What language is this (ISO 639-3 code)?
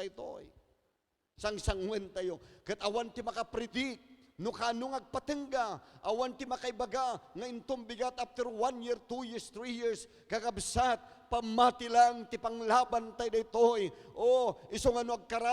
ilo